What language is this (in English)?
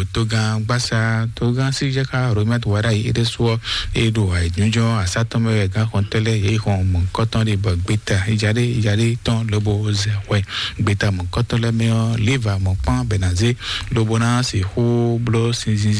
Fon